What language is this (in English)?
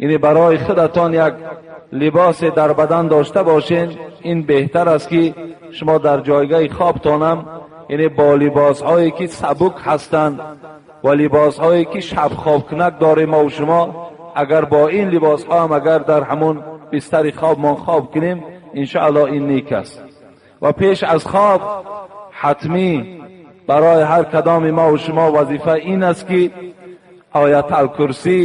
Tajik